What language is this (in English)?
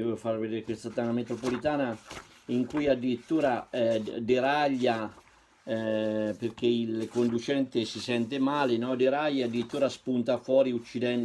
Italian